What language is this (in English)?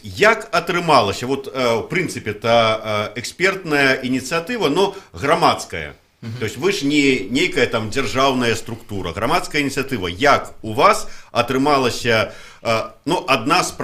Belarusian